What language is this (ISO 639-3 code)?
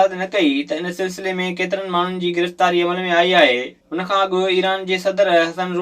snd